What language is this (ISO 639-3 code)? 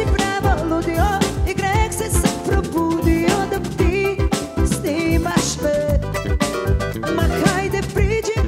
srp